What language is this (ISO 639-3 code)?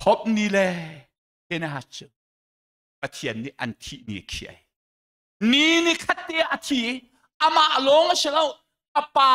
cnh